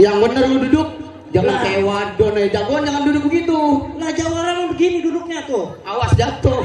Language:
Betawi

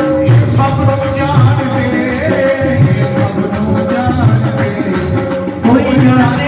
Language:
Dogri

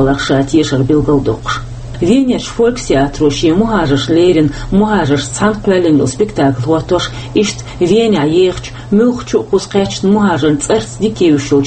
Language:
Chechen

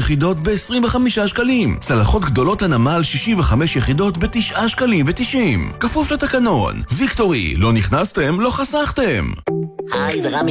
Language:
Hebrew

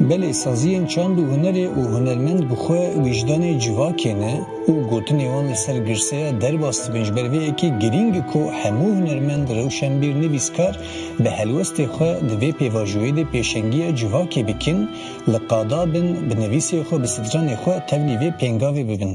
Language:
Kurdish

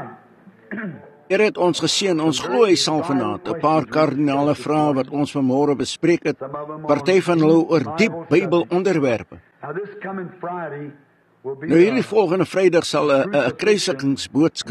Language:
Afrikaans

